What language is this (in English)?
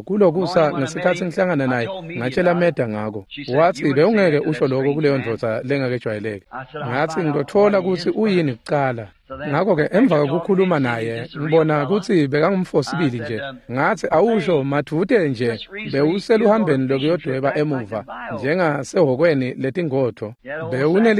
Swati